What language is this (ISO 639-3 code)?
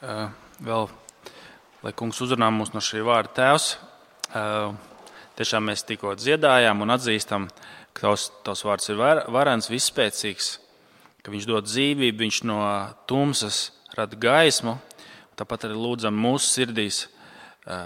lav